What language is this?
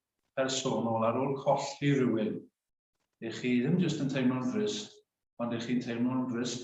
Welsh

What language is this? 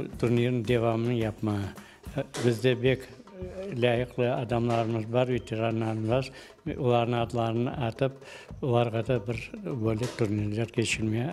Crimean Tatar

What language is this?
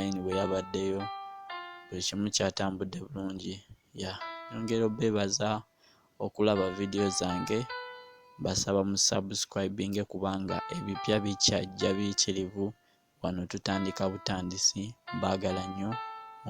Ganda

